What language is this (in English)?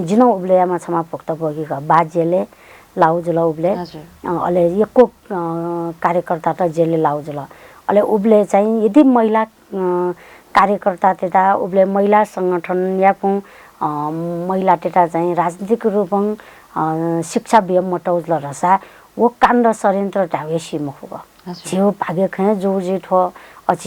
Newari